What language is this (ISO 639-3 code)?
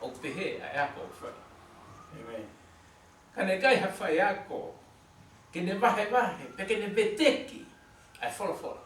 ton